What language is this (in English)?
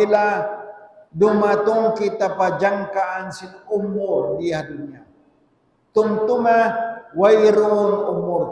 Tausug